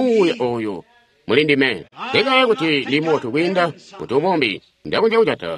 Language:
Tonga (Zambia)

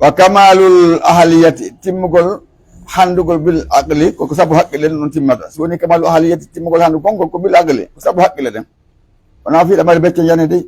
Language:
Pular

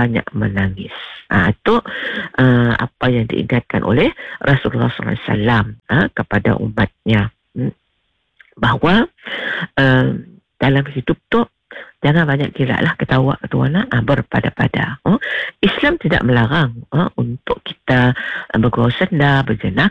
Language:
Malay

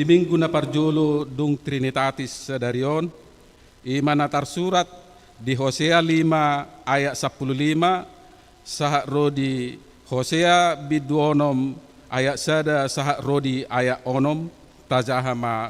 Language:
Batak Toba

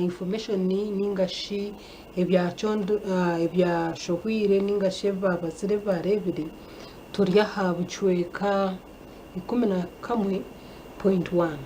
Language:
Nyankole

